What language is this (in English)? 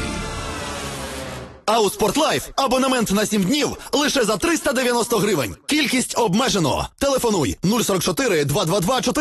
Ukrainian